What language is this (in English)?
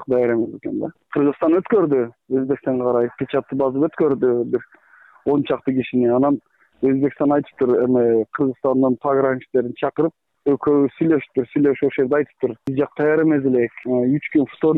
Kyrgyz